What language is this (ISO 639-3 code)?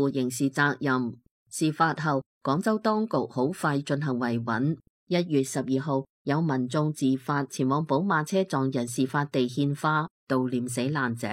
yue